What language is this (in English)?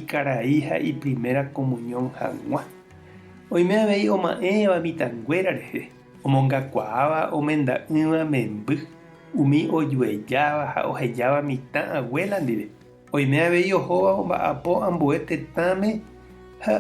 Guarani